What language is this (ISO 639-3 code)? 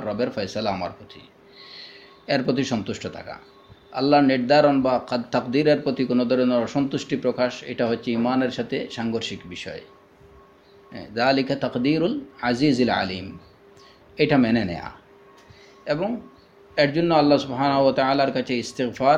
ben